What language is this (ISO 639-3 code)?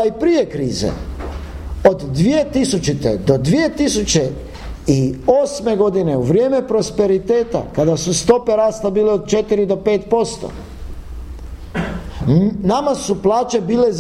hrv